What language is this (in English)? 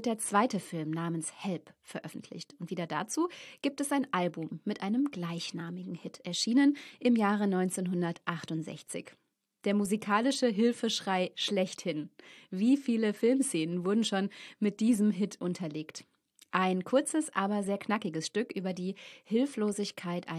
German